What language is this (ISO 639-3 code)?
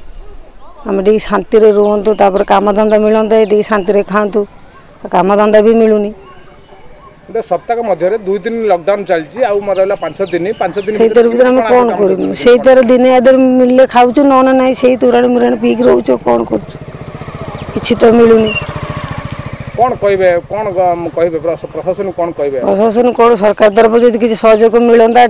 ori